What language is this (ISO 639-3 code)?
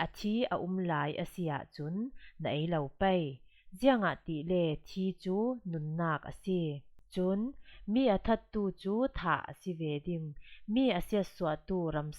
cfm